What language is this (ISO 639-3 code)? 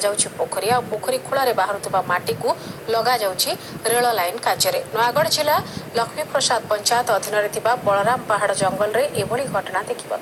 ori